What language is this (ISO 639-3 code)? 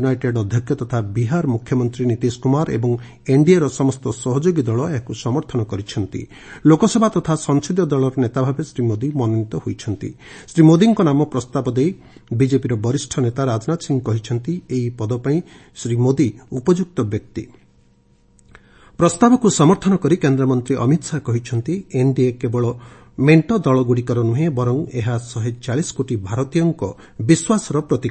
ori